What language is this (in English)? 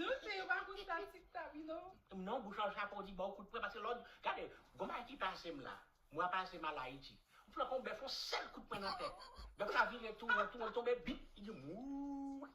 Haitian Creole